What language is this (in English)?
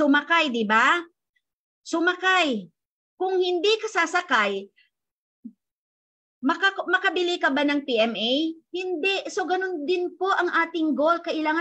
Filipino